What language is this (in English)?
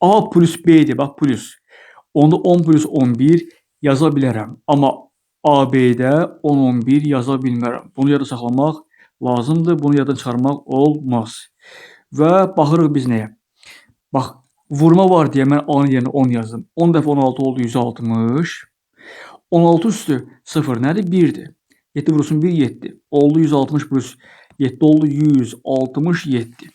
Azerbaijani